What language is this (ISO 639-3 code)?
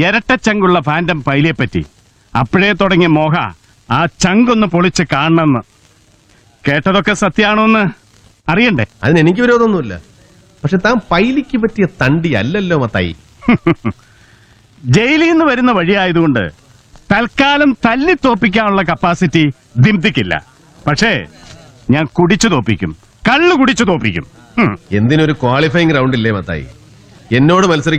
mal